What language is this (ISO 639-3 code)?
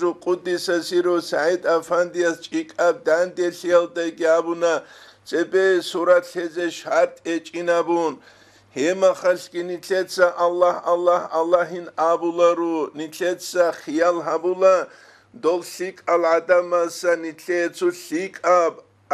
ava